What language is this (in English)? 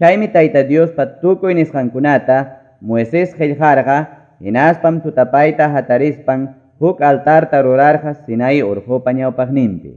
Quechua